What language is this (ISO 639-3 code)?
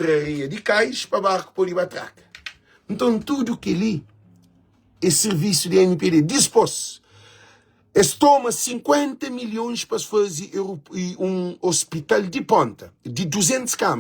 kea